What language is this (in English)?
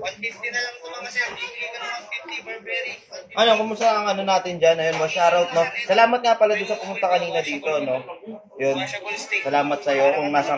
Filipino